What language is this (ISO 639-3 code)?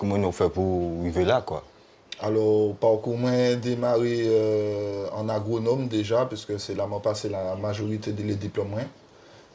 gcf